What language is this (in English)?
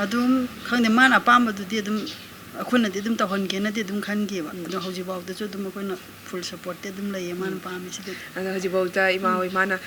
Manipuri